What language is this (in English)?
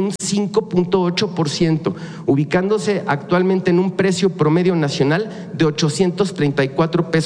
Spanish